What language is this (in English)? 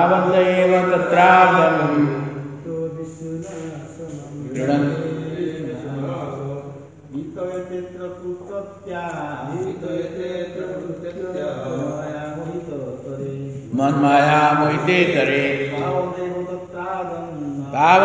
Odia